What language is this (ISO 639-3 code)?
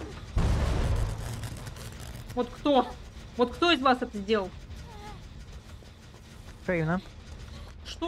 rus